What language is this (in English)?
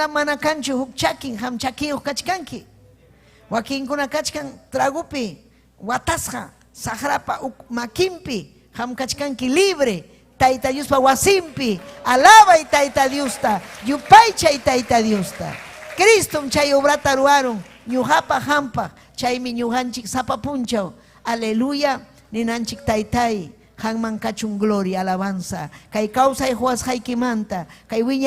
Ayacucho Quechua